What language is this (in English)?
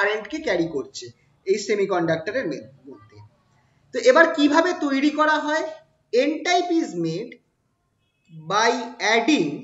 Bangla